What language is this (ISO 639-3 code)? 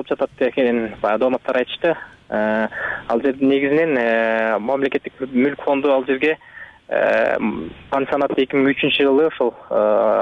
kir